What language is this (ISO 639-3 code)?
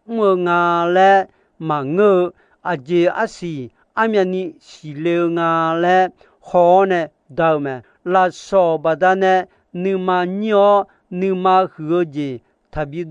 ahk